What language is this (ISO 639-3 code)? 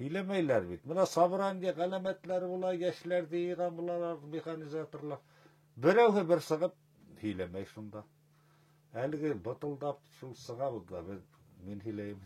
bak